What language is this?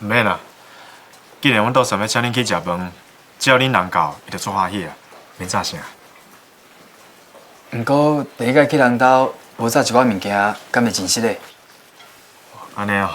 Min Nan Chinese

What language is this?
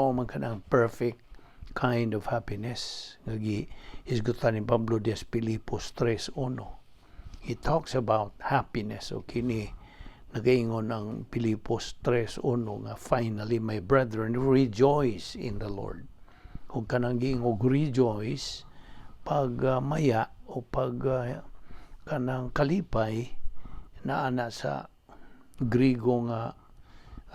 Cebuano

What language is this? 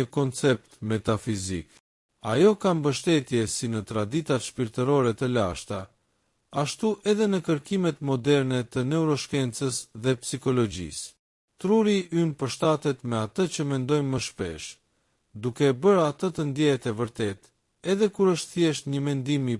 Albanian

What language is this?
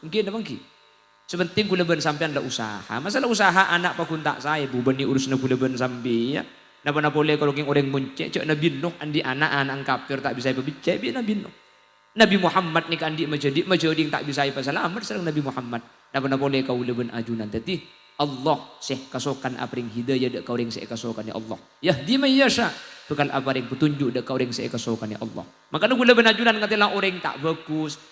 Madurese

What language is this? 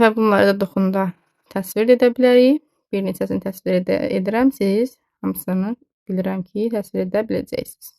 Azerbaijani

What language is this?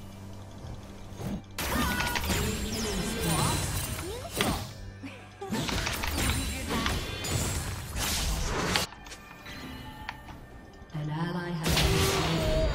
Chinese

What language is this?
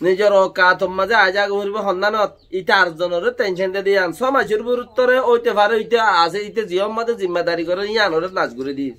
Rohingya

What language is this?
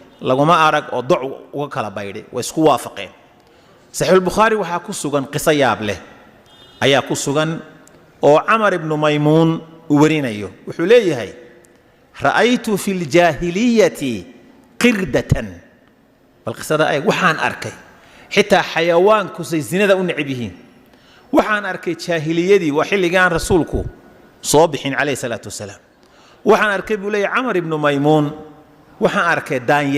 Somali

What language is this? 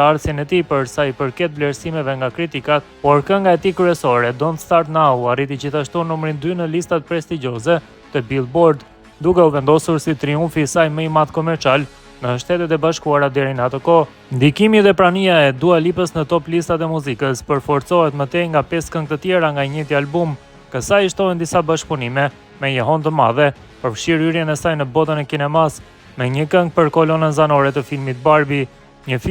Albanian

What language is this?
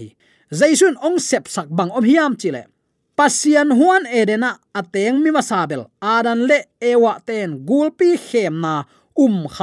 Tedim Chin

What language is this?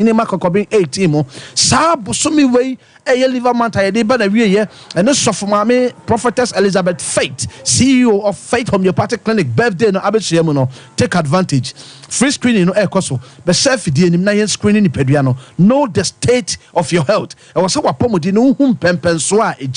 Akan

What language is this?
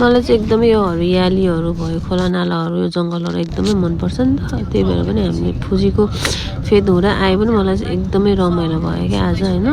Nepali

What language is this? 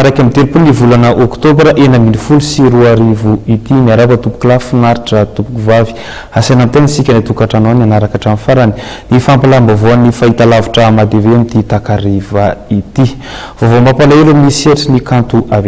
Malagasy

